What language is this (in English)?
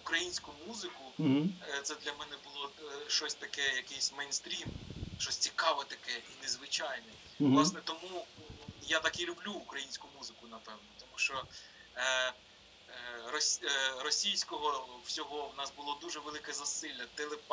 Ukrainian